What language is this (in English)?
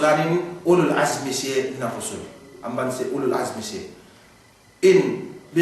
Yakan